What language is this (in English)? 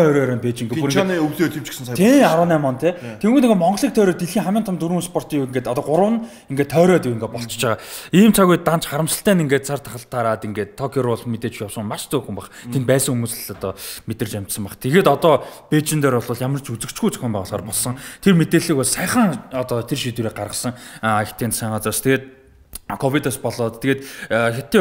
Mongolian